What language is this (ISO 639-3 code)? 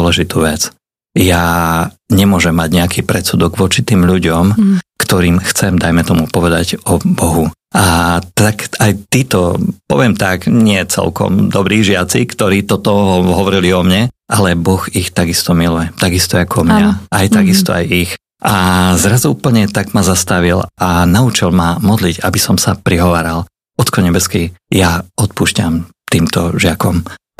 slk